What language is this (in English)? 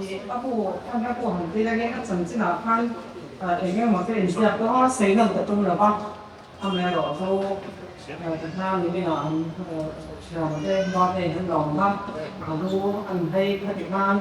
Mizo